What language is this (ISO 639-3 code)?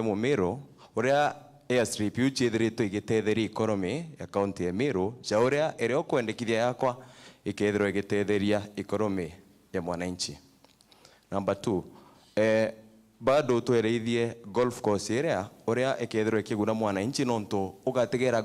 mer